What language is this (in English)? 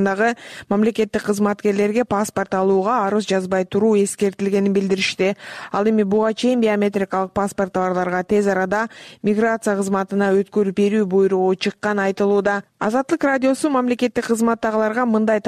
Kyrgyz